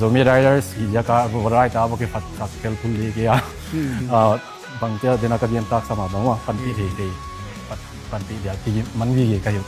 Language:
Tedim Chin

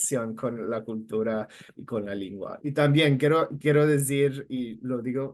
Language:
Ladino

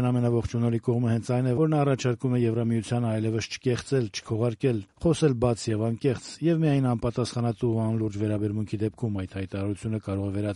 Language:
Armenian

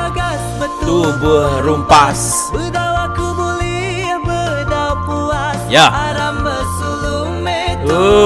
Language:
Iban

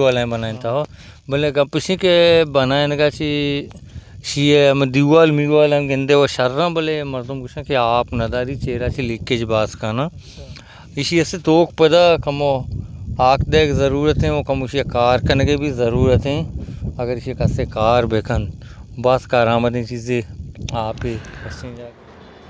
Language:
Baluchi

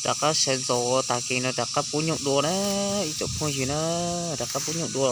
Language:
Hmong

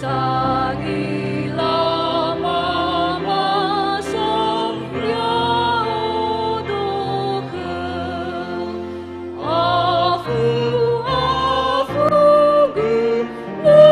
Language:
Nias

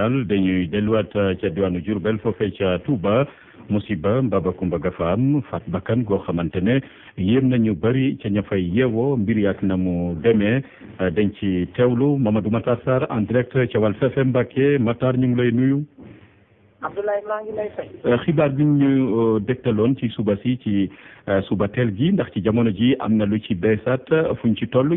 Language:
Wolof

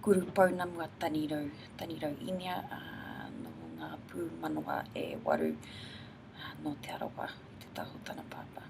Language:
Māori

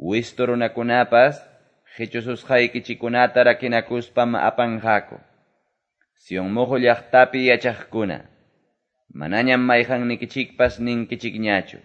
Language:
Quechua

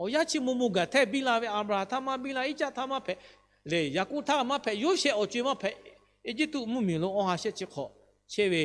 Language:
Lahu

